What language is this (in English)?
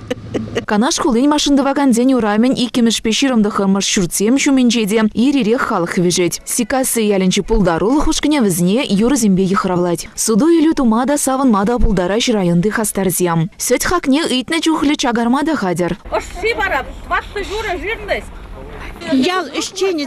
Chuvash